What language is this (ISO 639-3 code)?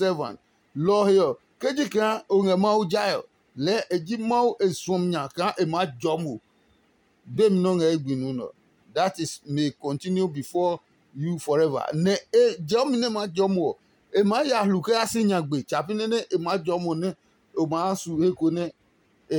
ada